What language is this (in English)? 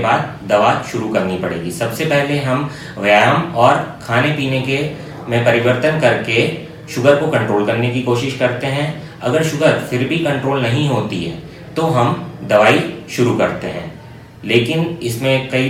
Hindi